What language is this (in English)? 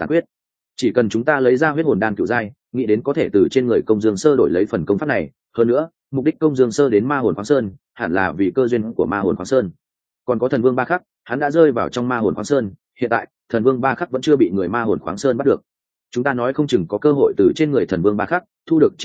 Vietnamese